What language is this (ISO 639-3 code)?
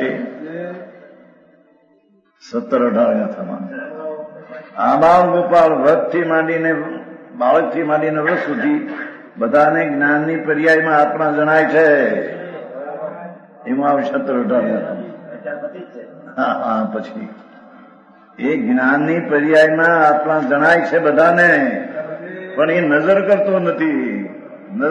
guj